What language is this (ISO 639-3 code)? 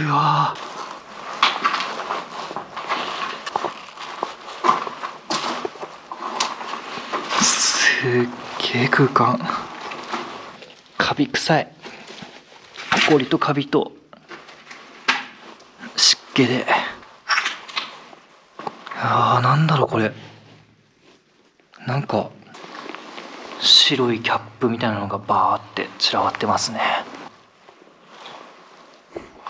jpn